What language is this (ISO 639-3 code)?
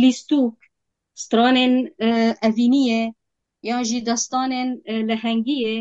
kur